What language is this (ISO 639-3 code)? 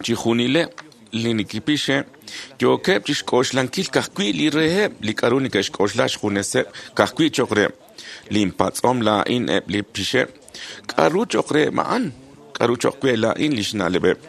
kek